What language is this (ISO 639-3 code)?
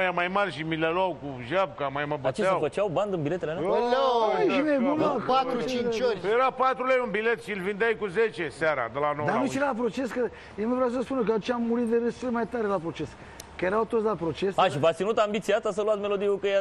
ron